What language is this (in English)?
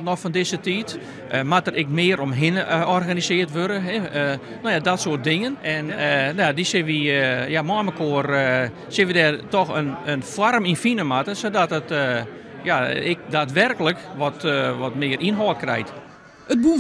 Western Frisian